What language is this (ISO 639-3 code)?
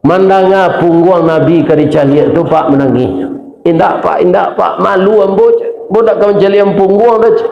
min